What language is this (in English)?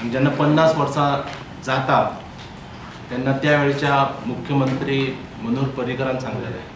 Konkani